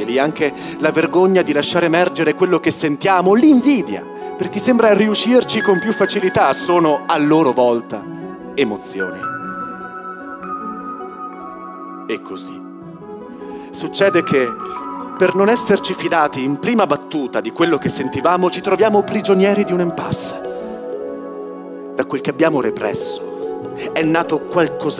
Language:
Italian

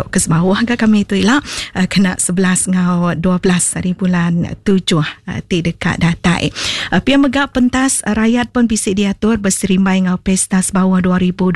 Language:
Iban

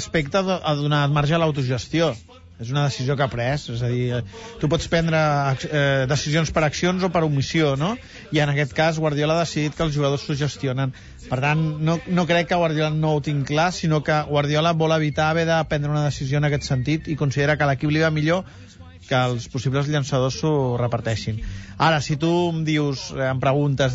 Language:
Catalan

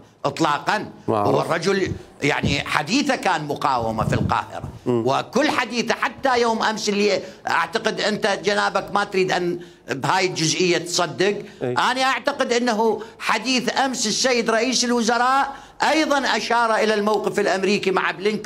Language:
Mesopotamian Arabic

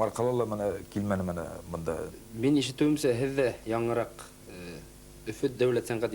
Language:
Bashkir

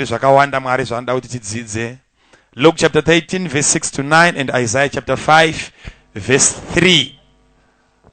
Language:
Shona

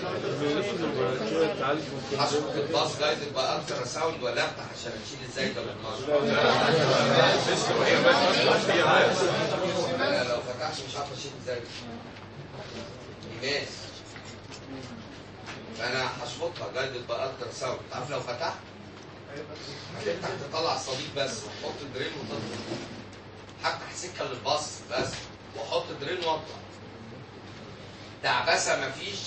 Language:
Egyptian Arabic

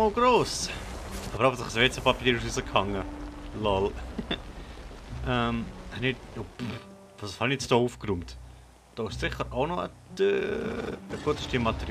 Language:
Swiss German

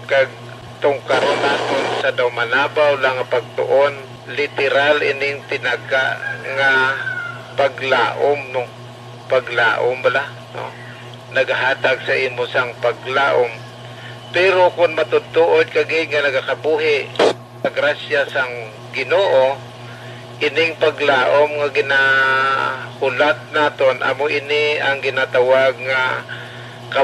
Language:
Hiligaynon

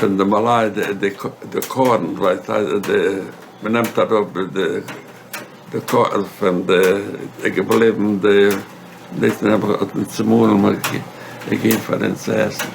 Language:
Yiddish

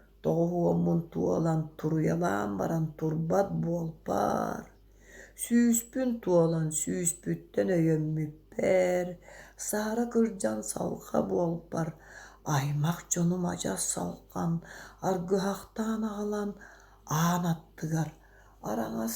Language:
Yakut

